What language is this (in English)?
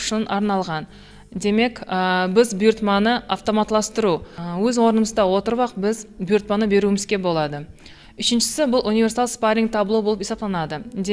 Kara-Kalpak